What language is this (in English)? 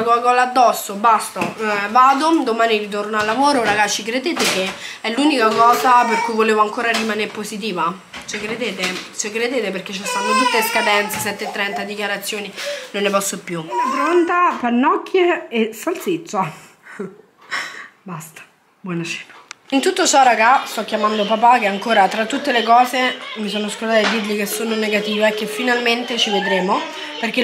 Italian